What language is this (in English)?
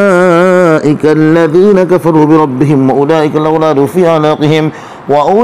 Arabic